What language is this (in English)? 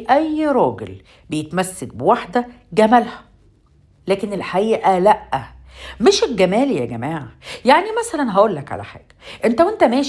Egyptian Arabic